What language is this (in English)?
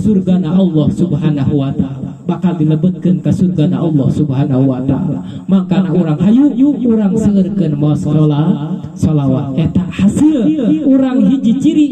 Sundanese